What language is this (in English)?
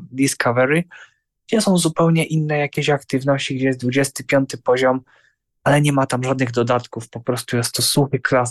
Polish